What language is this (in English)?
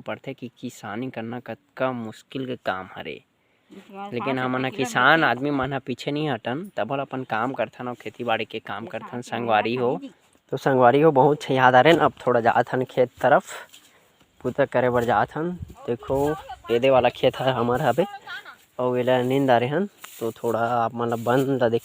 Chhattisgarhi